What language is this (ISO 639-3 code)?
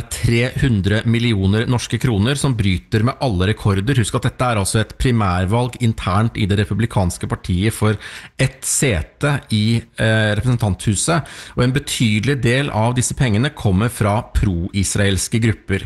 nor